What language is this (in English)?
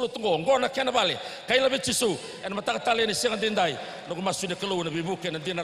Fijian